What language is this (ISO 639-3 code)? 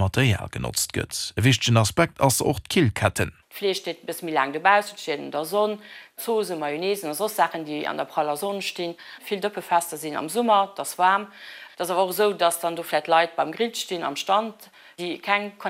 ltz